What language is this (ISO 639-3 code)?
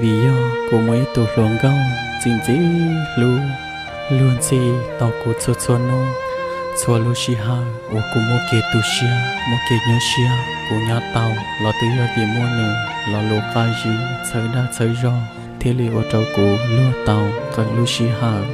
hmn